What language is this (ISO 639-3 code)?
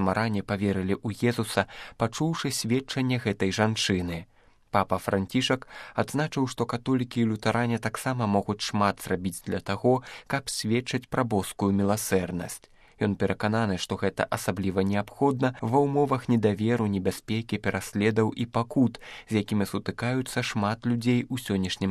bel